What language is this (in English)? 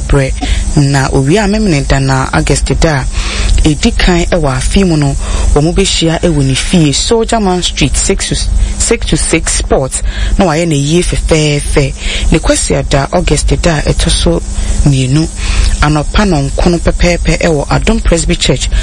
Akan